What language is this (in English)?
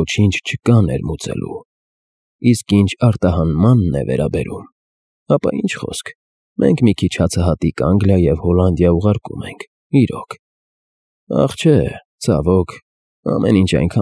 Armenian